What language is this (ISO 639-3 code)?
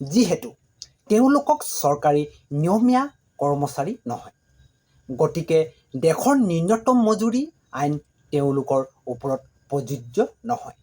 asm